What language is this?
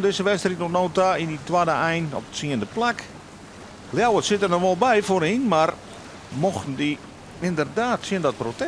Western Frisian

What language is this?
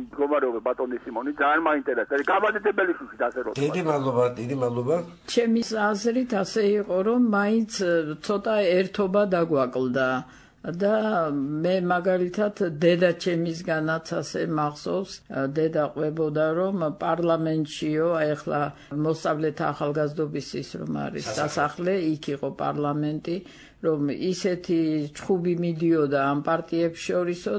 Georgian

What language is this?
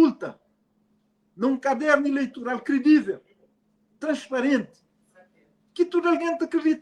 Kabuverdianu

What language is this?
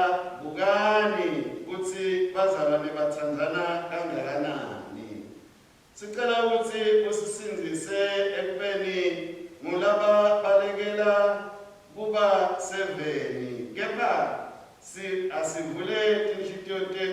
Swati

